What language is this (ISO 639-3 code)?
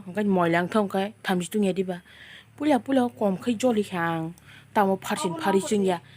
trp